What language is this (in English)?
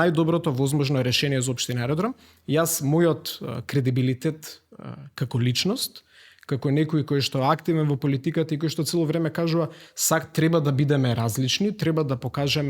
Macedonian